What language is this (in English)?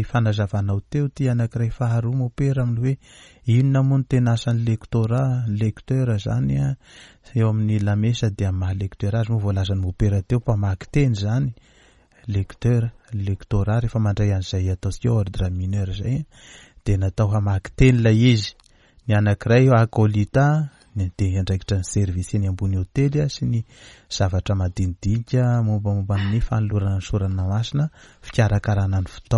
Malagasy